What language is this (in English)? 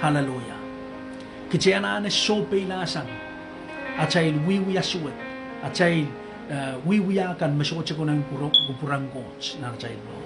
Pohnpeian